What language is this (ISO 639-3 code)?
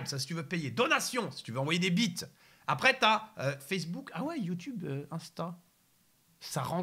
fra